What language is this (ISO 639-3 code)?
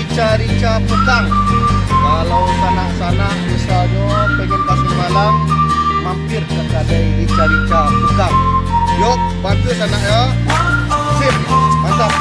min